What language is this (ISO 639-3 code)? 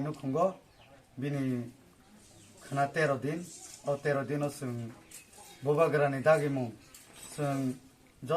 trp